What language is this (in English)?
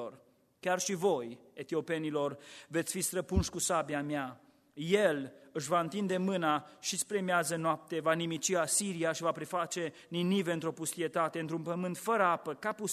Romanian